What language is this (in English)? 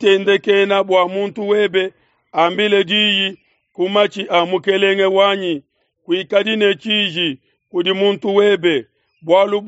Luba-Lulua